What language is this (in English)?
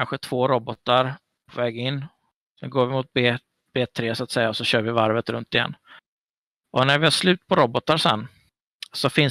Swedish